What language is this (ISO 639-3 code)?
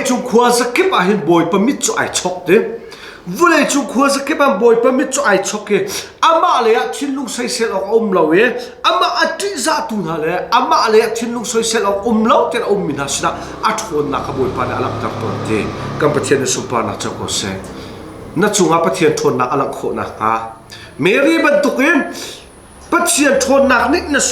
cnh